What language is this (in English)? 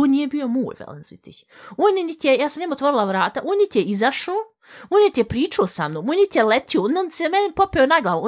Serbian